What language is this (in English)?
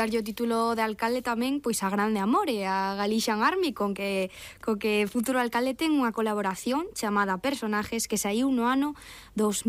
Galician